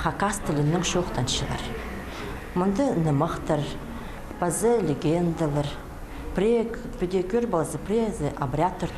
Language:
Khakas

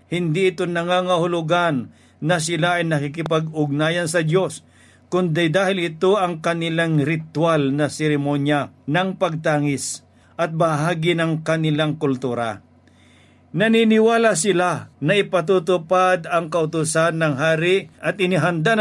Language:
Filipino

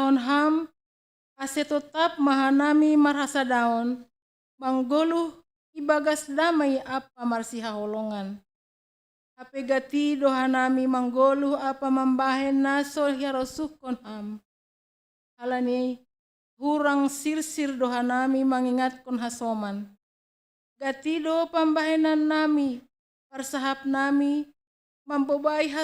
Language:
Batak Simalungun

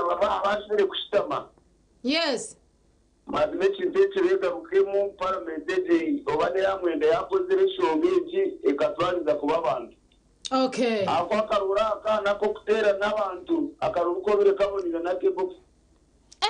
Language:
Nyankole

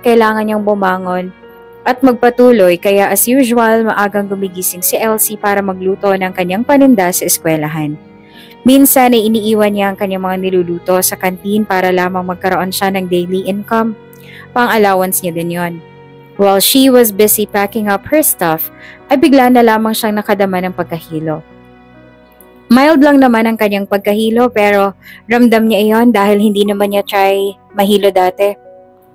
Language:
Filipino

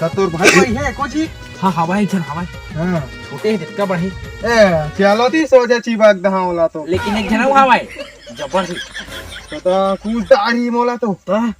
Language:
Chhattisgarhi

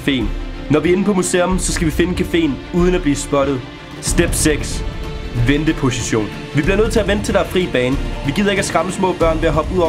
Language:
Danish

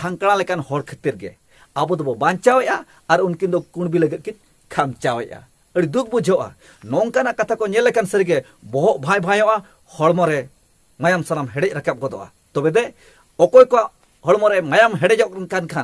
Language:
Santali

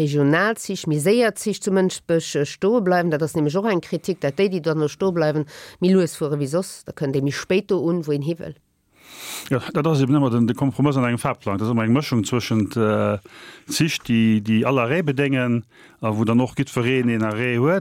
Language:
Luxembourgish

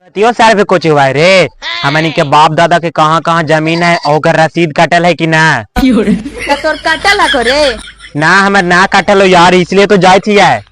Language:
Magahi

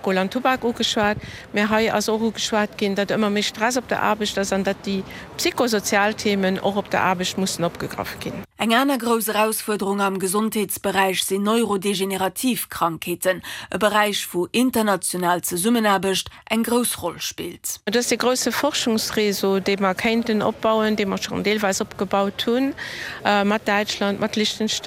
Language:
Luxembourgish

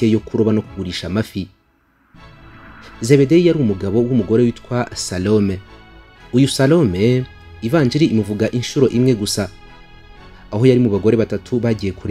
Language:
Kinyarwanda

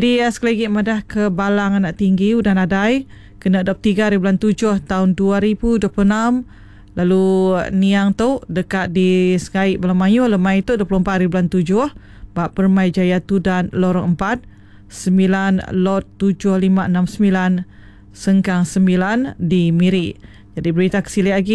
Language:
Iban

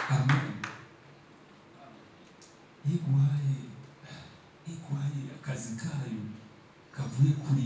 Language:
Kinyarwanda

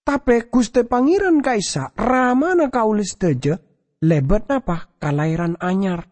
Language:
Madurese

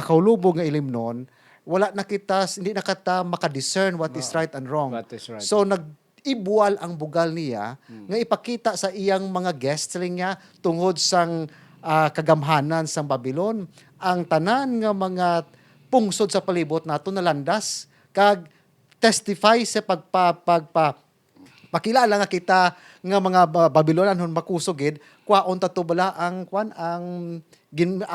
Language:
Hiligaynon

